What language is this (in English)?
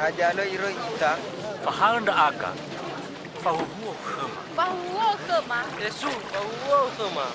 Nias